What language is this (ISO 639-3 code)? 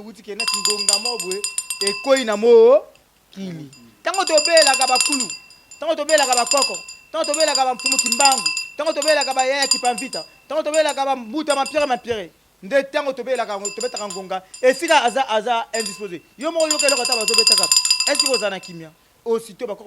lin